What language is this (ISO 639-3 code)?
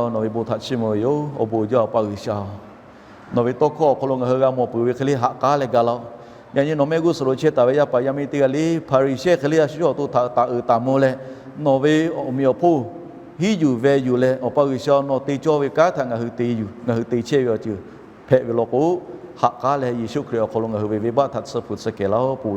lhu